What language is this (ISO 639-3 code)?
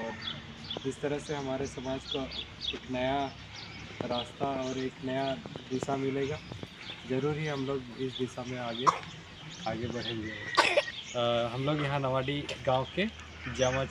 sat